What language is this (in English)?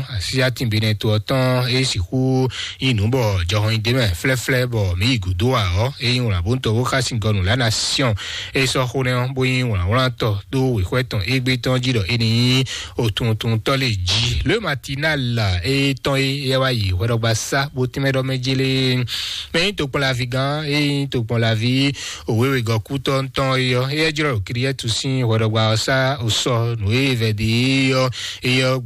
Fon